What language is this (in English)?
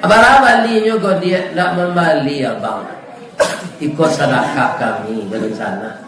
Minangkabau